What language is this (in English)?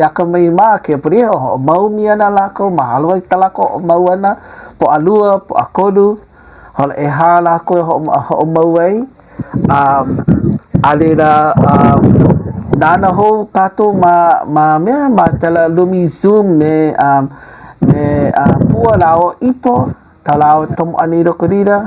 Hawaiian